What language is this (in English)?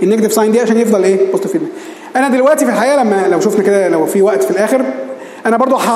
Egyptian Arabic